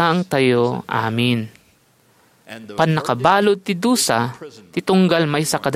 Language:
Iloko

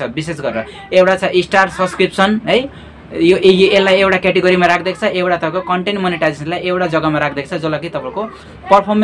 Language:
Nepali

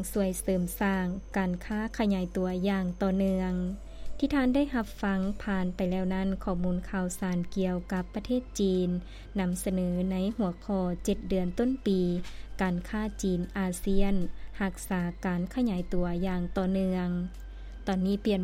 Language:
Lao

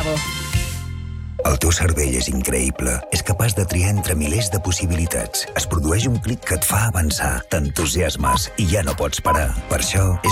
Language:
Catalan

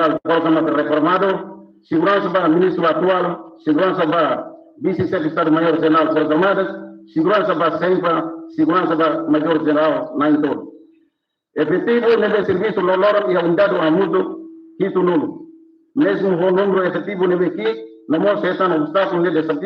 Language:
Tetum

